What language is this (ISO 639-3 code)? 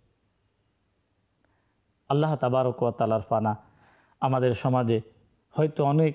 ben